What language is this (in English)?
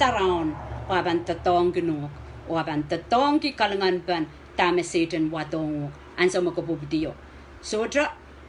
Pohnpeian